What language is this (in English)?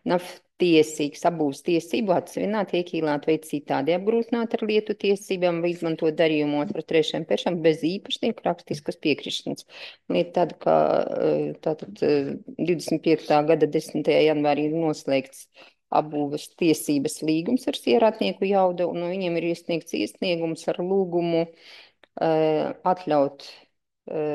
Latvian